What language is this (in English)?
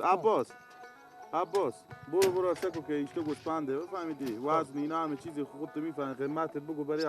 Persian